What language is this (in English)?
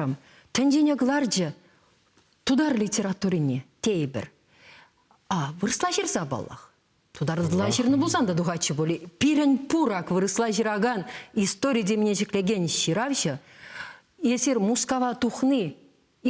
Chuvash